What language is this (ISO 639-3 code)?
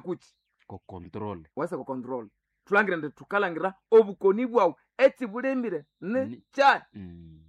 nnb